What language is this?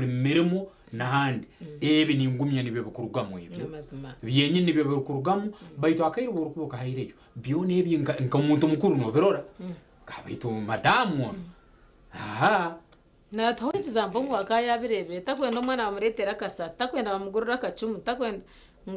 Nyankole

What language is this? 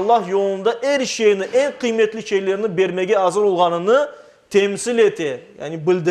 Crimean Tatar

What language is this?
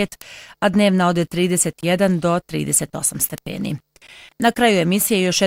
Bosnian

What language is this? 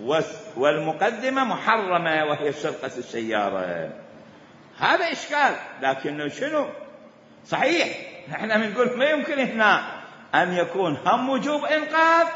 Mesopotamian Arabic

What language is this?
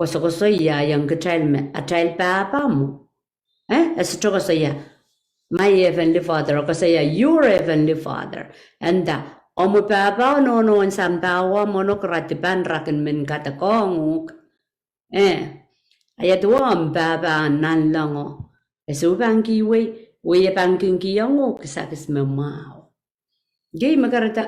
Pohnpeian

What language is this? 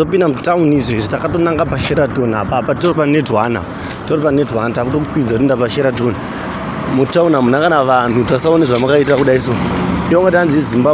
Shona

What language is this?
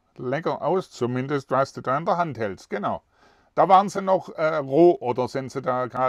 German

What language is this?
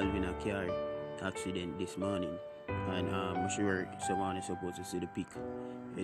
Jamaican Creole English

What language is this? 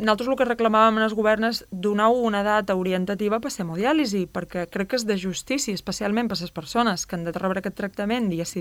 Catalan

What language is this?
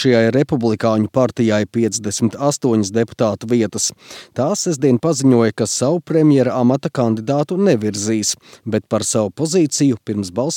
Latvian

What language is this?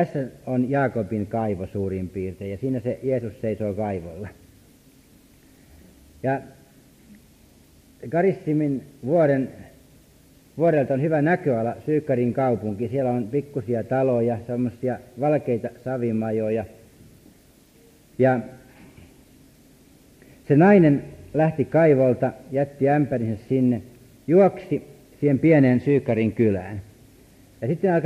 Finnish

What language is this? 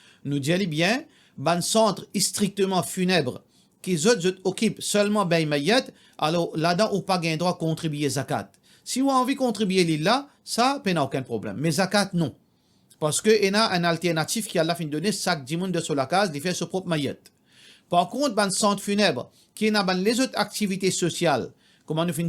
Morisyen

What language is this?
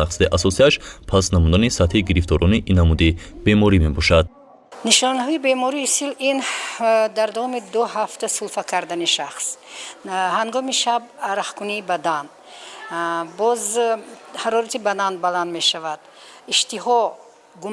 Tajik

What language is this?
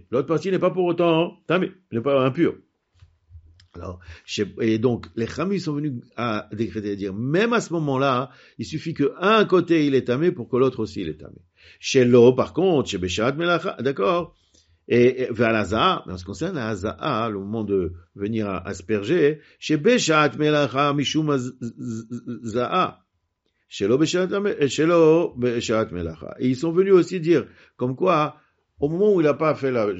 French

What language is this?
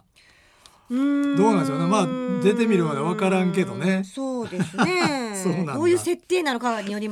Japanese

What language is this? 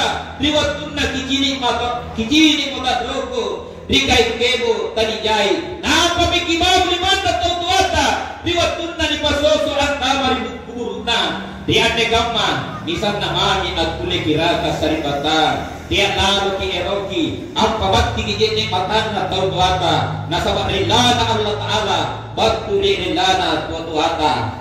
Makasar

